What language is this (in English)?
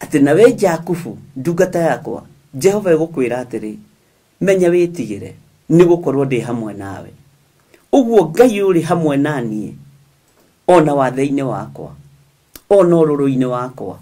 Kikuyu